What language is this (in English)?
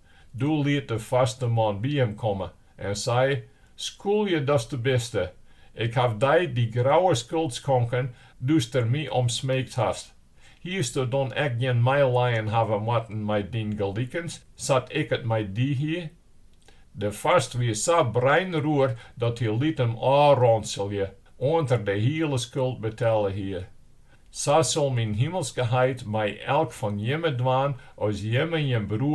Western Frisian